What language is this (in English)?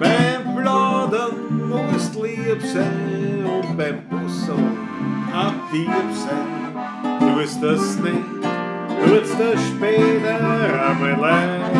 Bavarian